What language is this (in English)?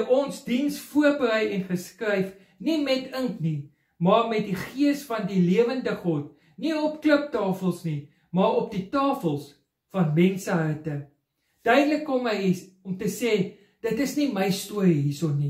Afrikaans